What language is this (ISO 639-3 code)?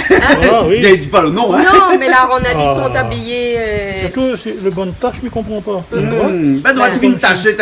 rcf